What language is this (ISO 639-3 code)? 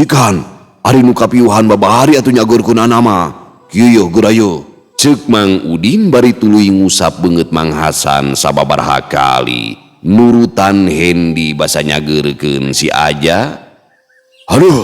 sun